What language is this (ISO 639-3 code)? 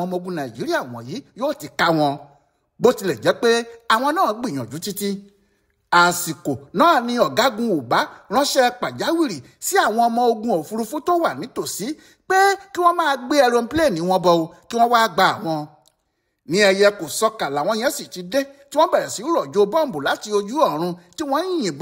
yor